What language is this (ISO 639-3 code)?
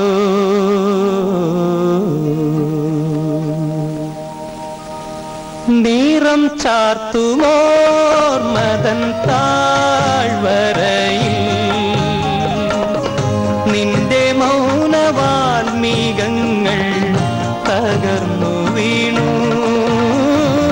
mal